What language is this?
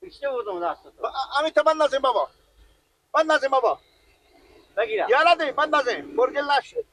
Persian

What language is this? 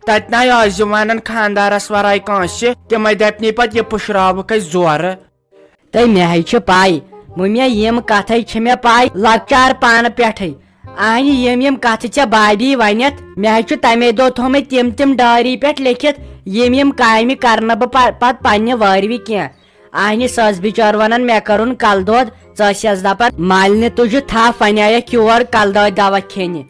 Kashmiri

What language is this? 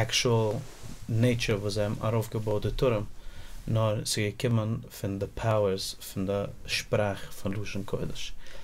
Yiddish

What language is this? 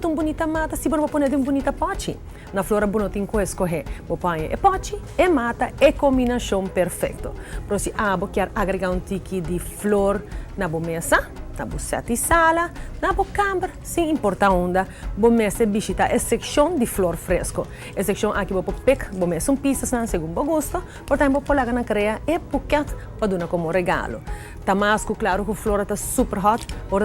Papiamento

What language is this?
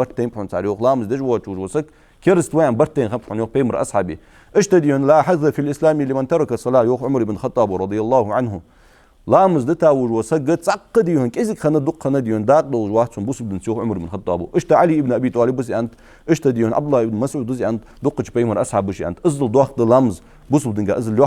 Ingush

